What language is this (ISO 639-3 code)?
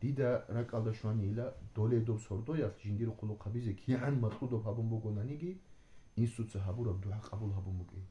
ava